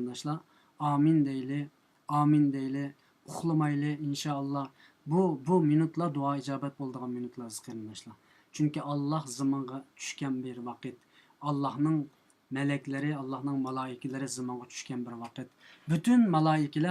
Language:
Uyghur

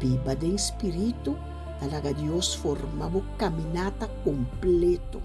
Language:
Papiamento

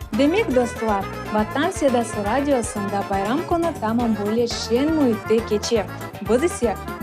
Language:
Crimean Tatar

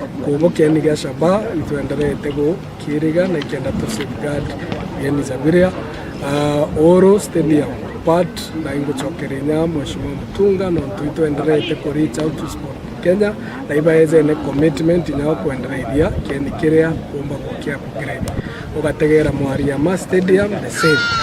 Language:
Meru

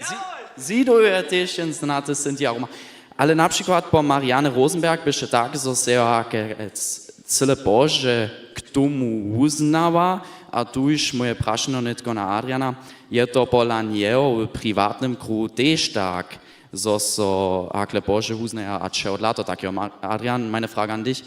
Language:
Upper Sorbian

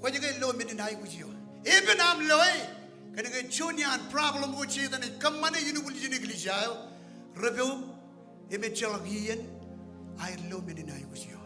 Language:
Marshallese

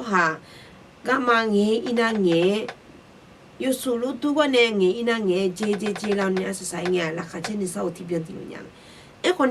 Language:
Akha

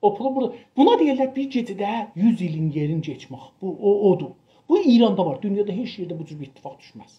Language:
South Azerbaijani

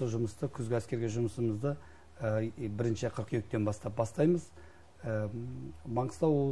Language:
Kazakh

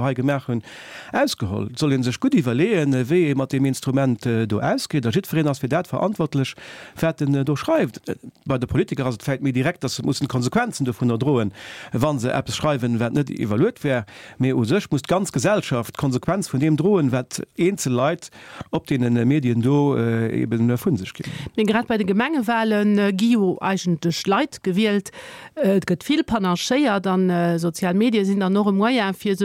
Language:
Luxembourgish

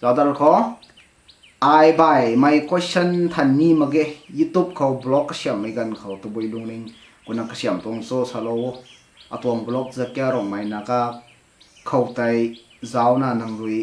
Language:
Rongmei Naga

